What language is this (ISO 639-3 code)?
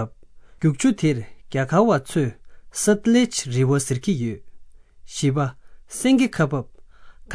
bod